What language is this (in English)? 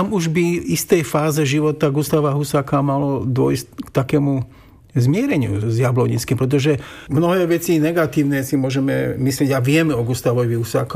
Slovak